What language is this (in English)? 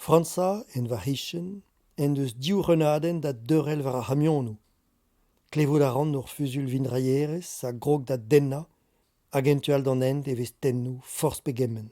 Breton